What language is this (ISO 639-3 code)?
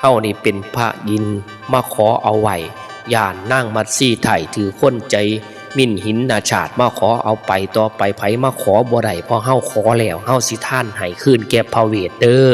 tts